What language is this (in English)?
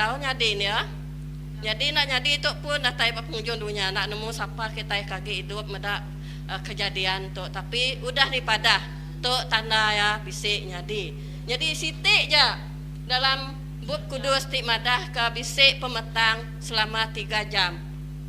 Iban